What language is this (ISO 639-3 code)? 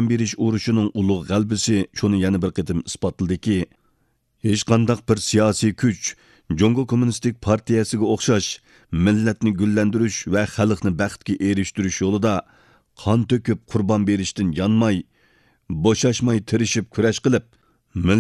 uig